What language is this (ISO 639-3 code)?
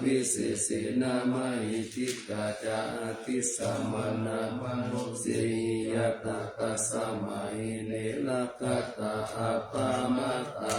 pli